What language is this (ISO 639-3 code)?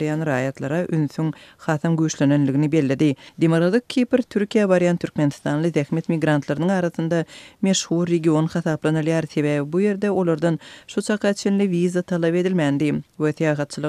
tuk